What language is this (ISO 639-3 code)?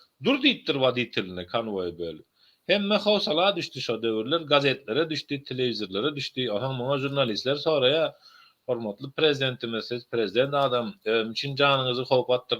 tuk